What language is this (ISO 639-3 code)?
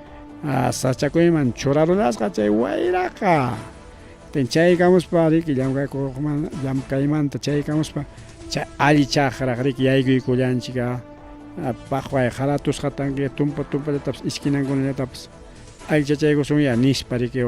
quy